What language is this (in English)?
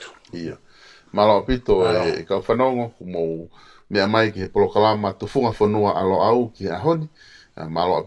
Tongan